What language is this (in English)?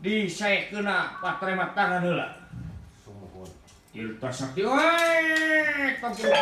Sundanese